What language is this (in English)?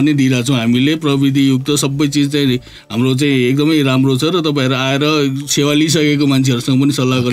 Nepali